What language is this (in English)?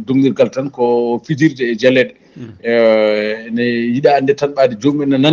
Fula